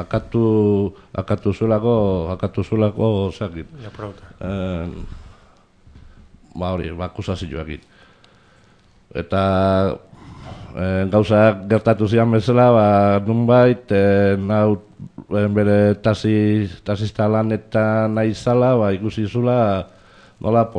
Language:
Basque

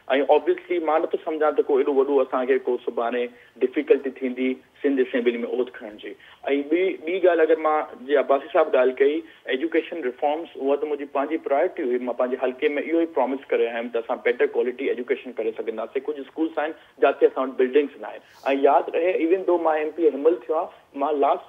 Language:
Sindhi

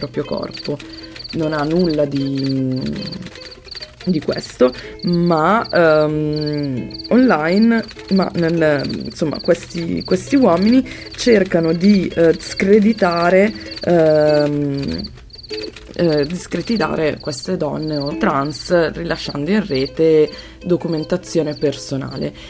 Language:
Italian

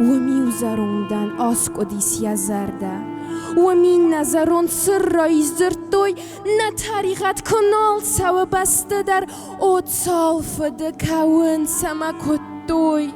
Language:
Ossetic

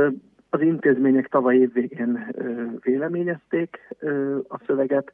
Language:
Hungarian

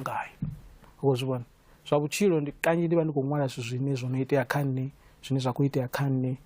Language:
Venda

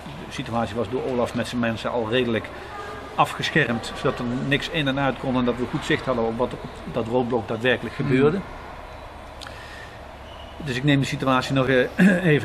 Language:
Dutch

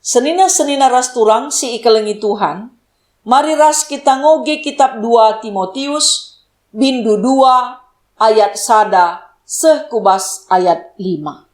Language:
Batak Karo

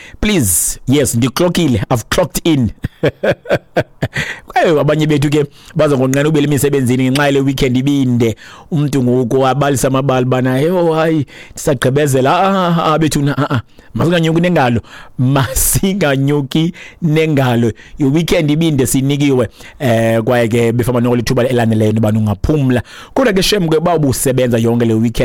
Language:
Xhosa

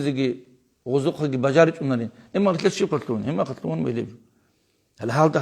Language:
Avaric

